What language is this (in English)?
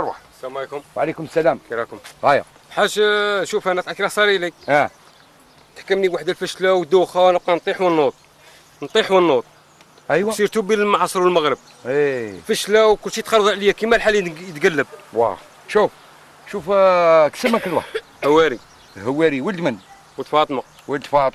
Algerian Arabic